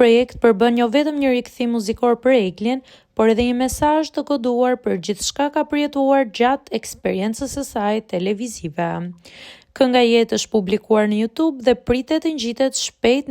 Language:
Albanian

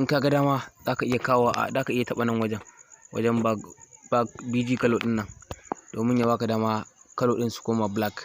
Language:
Hausa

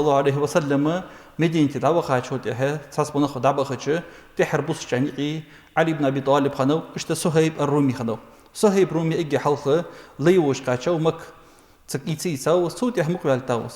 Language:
Ingush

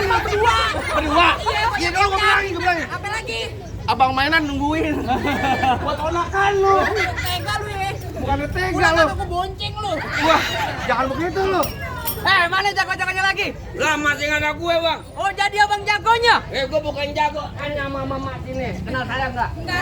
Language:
Betawi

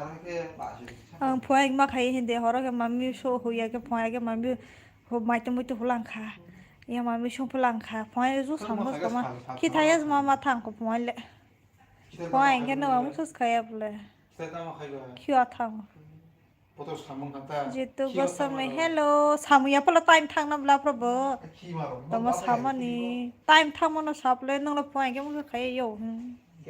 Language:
Kok Borok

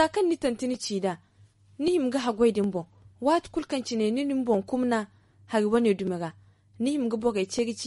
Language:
Zarma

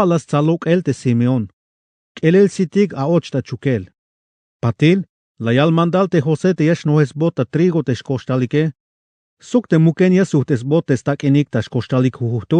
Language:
Tzeltal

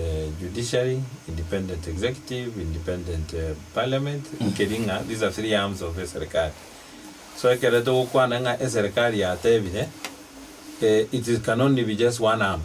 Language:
Gusii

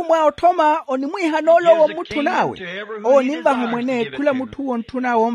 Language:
Makhuwa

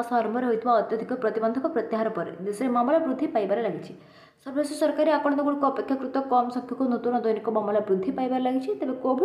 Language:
Odia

